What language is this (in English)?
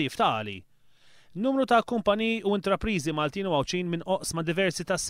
Maltese